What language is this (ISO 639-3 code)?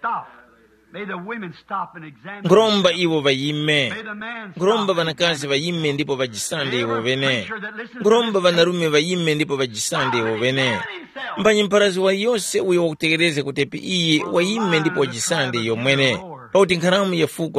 tum